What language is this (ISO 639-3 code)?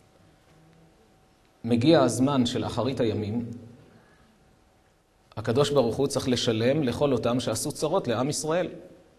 heb